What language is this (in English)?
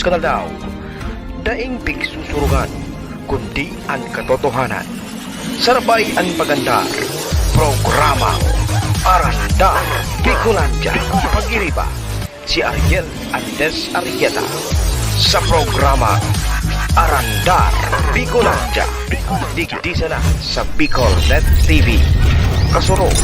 Bikol